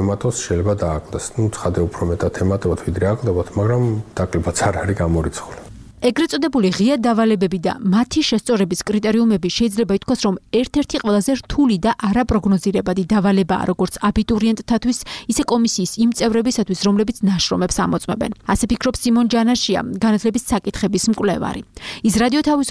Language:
Georgian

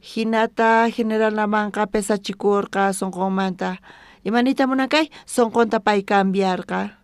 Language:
South Bolivian Quechua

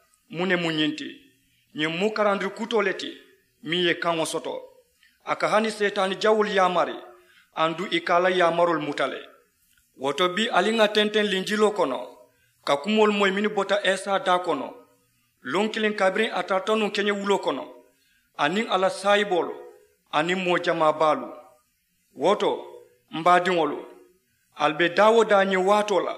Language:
Mandingo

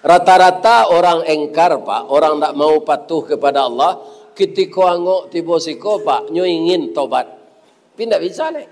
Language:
Minangkabau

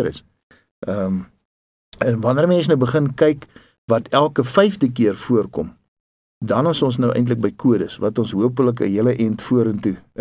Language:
Afrikaans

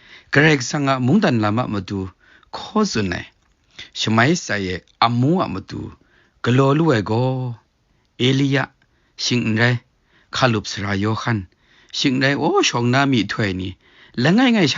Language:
Kachin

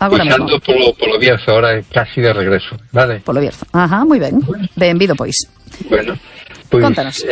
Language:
Galician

